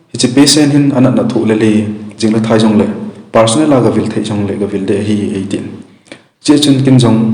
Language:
Thado Chin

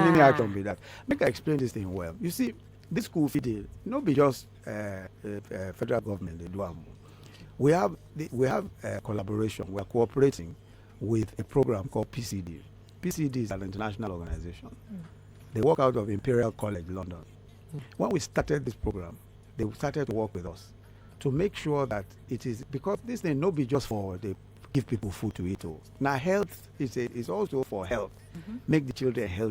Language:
Nigerian Pidgin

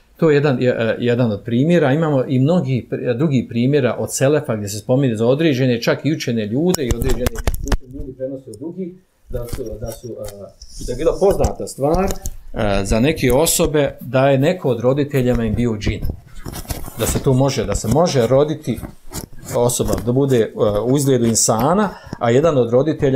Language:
Bosnian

